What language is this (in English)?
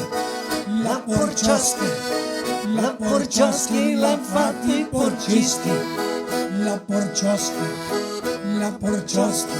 Venetian